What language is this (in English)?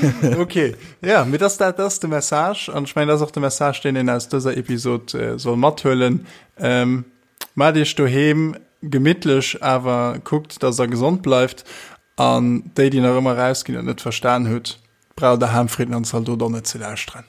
Luxembourgish